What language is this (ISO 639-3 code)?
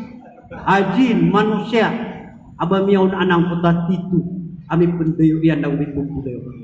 mrw